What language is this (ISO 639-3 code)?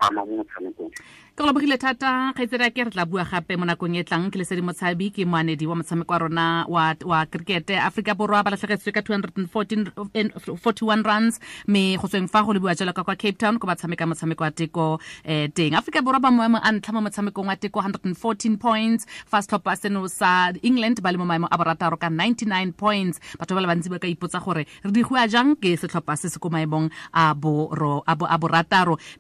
tsn